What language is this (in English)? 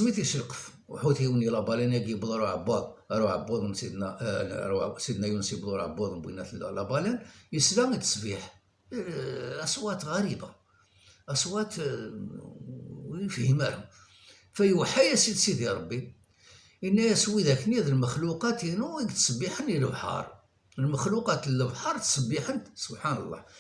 Kabyle